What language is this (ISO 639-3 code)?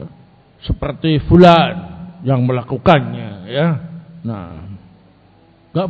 ind